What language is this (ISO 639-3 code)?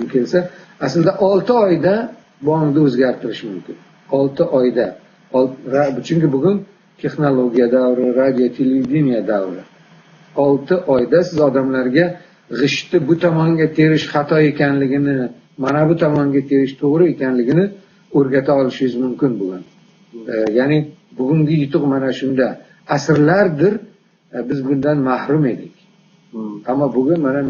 uzb